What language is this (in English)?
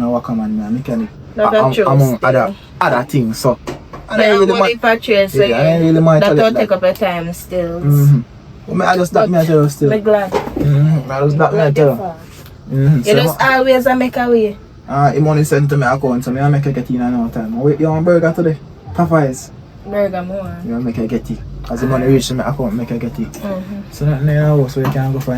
Jamaican Creole English